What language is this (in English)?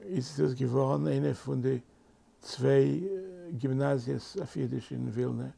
Yiddish